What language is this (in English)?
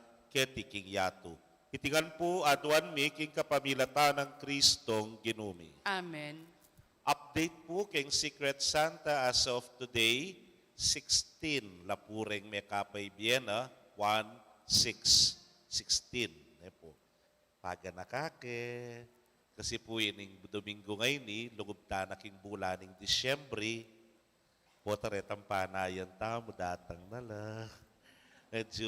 Pampanga